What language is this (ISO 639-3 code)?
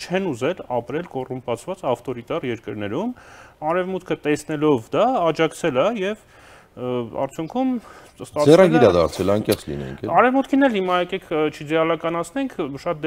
hye